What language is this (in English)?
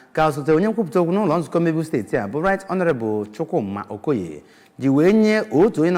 Igbo